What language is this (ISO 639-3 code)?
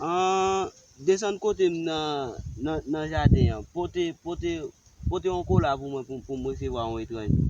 hat